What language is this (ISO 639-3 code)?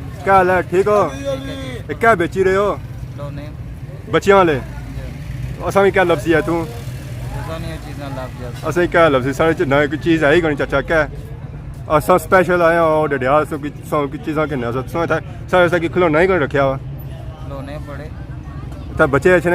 phr